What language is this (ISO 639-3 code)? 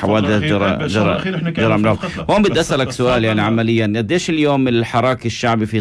apc